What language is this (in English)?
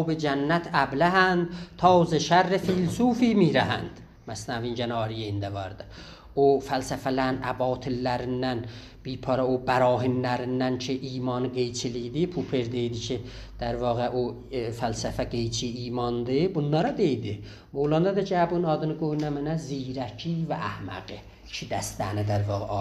South Azerbaijani